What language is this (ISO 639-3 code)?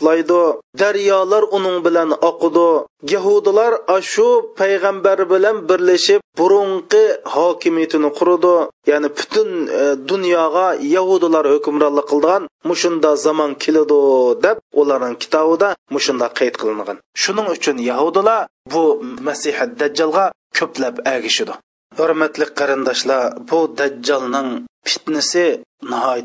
uig